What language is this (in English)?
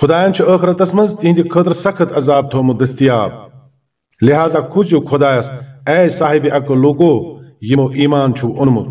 Kashmiri